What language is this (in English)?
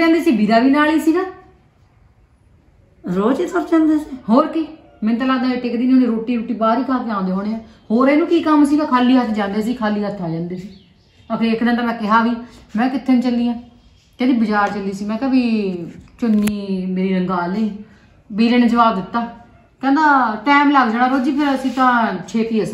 Punjabi